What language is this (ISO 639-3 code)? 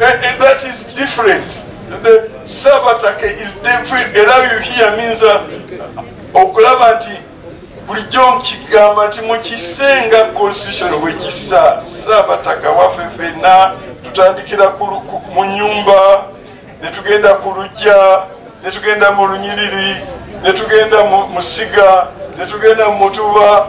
lug